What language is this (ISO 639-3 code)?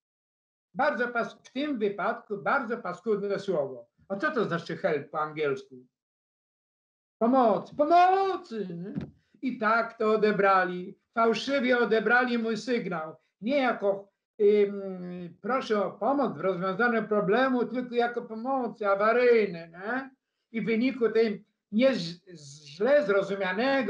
pol